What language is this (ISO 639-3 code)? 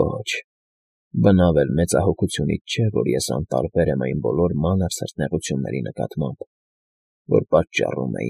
hye